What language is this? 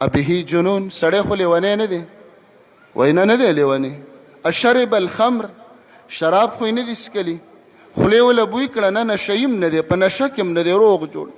Pashto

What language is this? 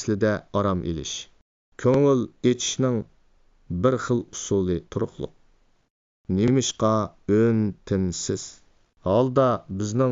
Uyghur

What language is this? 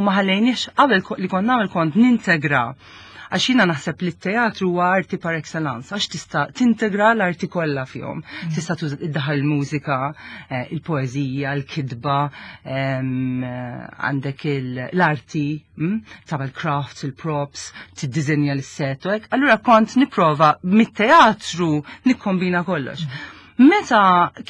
Maltese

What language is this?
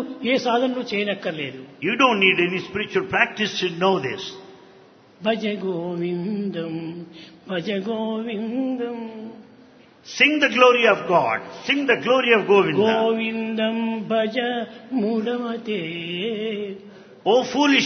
Telugu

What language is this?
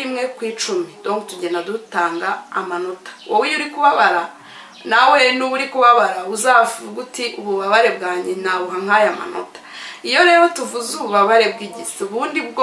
Kinyarwanda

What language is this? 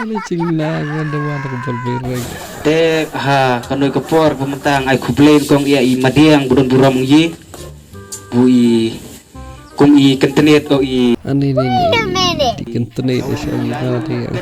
Khasi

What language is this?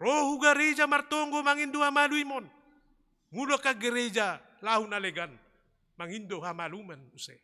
Batak Simalungun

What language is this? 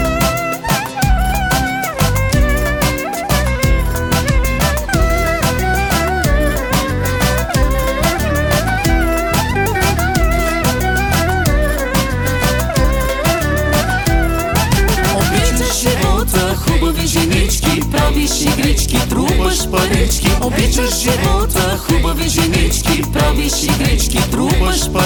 Bulgarian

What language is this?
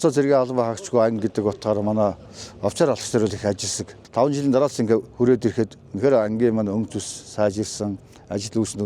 Mongolian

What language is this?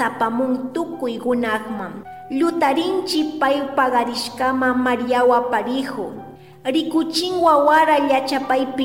Chimborazo Highland Quichua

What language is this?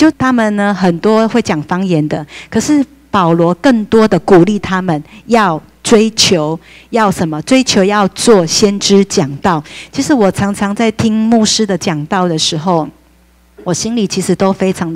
Chinese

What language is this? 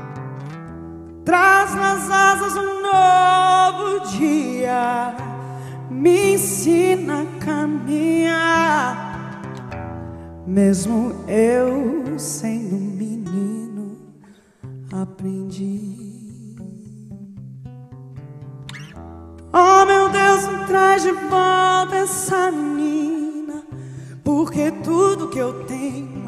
Portuguese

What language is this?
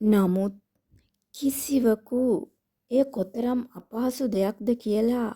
Sinhala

